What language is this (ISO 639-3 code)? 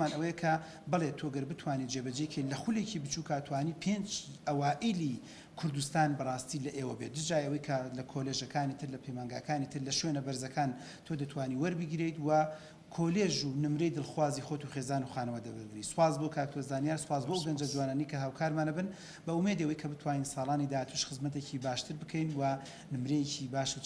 ckb